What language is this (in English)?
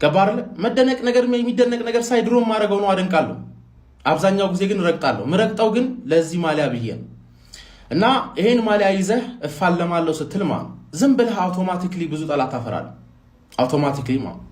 Amharic